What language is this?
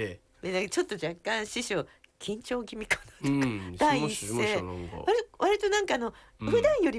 Japanese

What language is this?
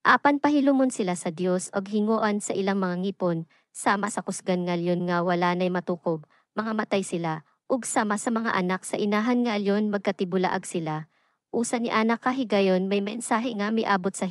Cebuano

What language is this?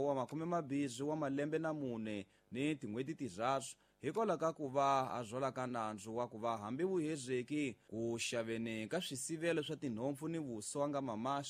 Tsonga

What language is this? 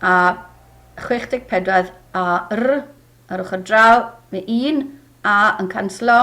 Welsh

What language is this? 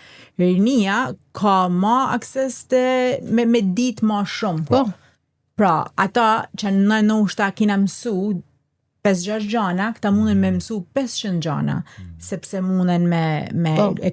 Albanian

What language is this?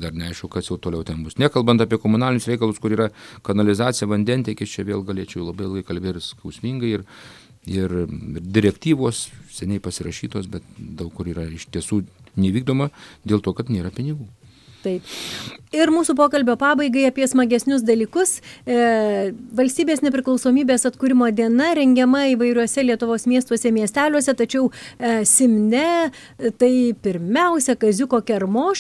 Lithuanian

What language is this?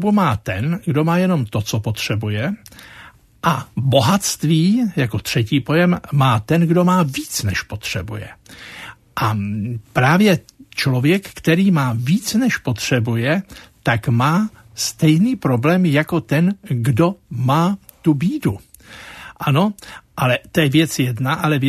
Czech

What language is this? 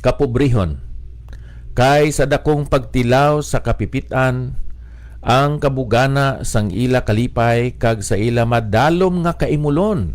Hiligaynon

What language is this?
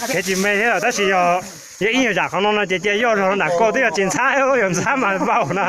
Hmong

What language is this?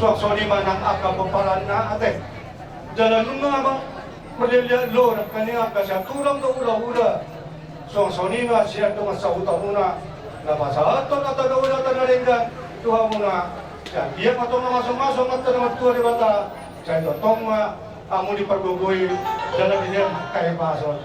Batak Toba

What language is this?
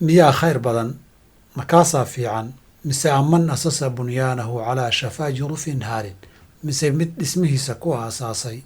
Somali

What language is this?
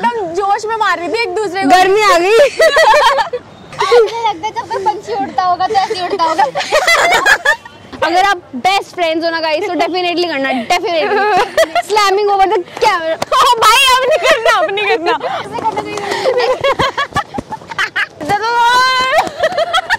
Hindi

